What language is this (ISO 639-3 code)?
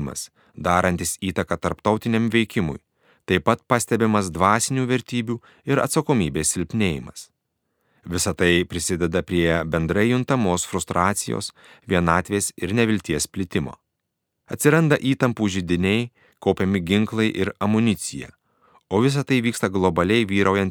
lit